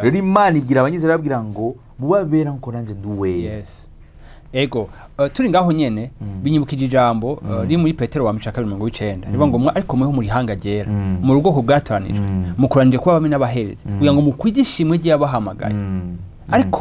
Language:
Rundi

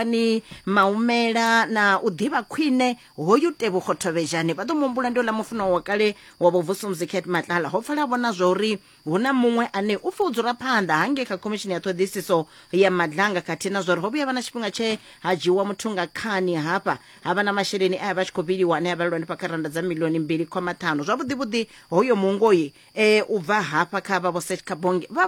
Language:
Venda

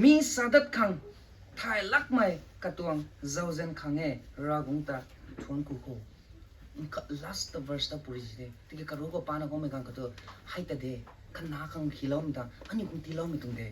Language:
Rongmei Naga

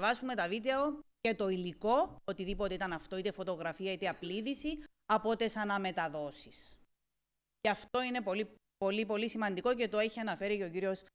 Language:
Greek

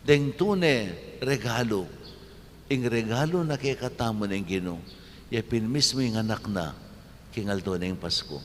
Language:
Pampanga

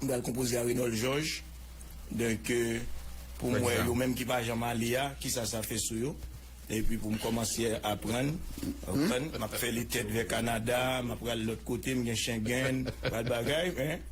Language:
Haitian Creole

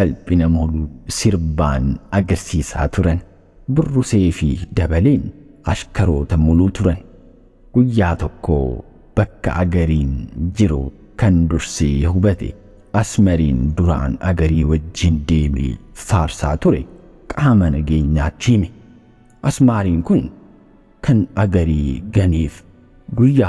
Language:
Oromo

